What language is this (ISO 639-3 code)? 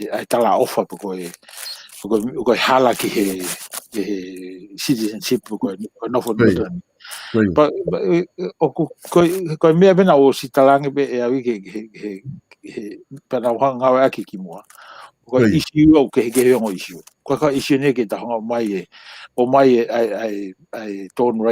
ton